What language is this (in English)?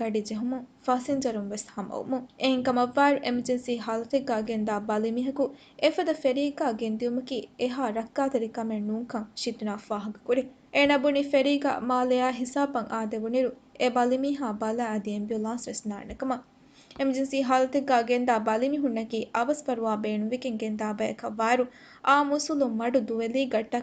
Divehi